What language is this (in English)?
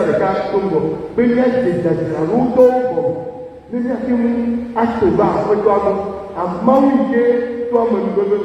Ewe